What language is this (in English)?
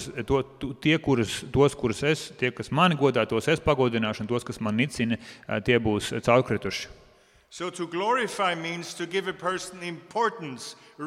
Latvian